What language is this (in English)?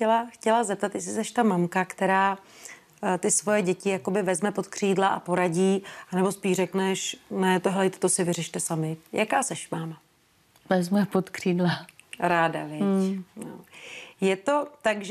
Czech